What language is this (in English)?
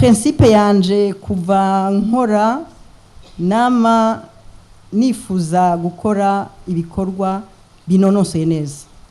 Rundi